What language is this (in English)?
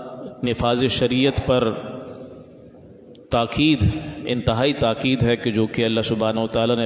Urdu